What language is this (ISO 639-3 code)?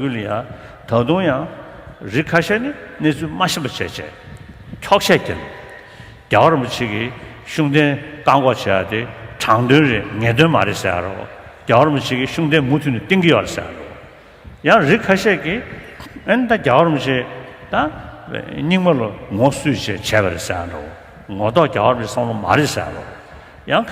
bod